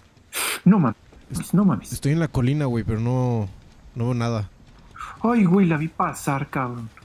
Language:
Spanish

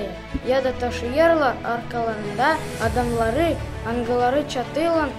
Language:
Gagauz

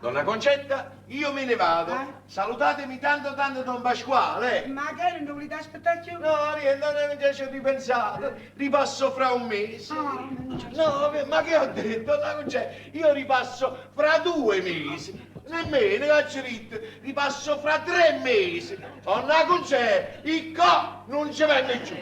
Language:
Neapolitan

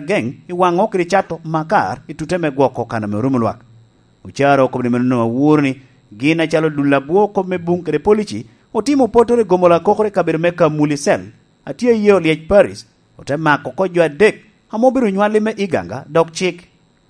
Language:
Lango (Uganda)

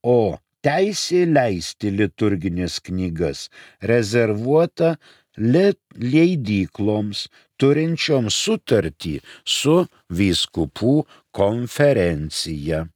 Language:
Lithuanian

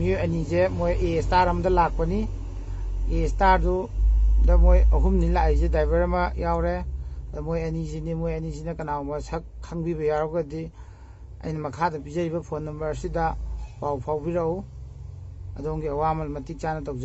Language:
Manipuri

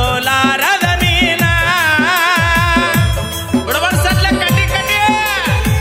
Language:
Kannada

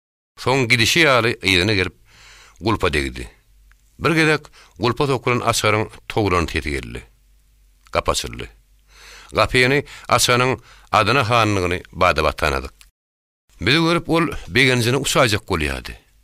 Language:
Turkmen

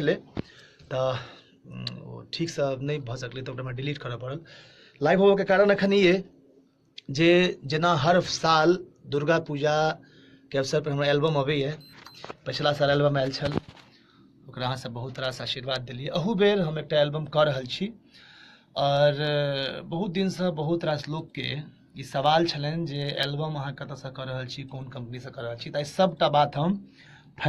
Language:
Maithili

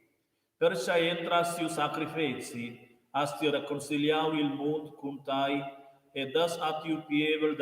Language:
Romansh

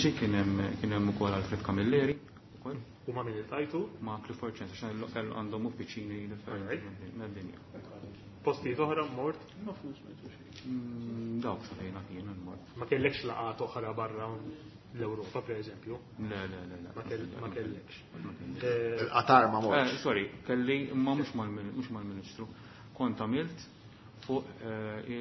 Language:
Maltese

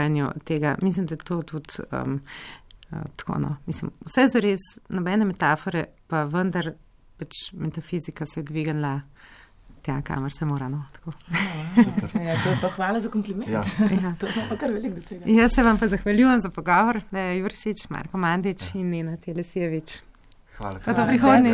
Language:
Slovenian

